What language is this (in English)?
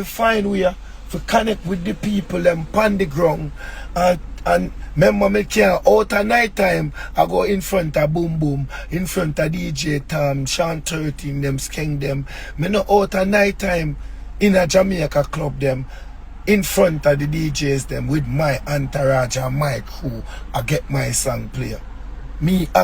Jamaican Creole English